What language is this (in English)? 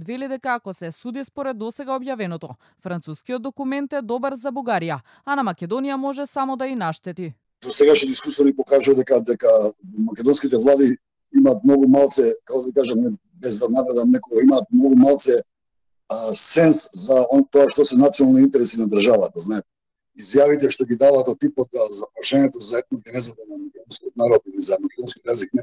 Macedonian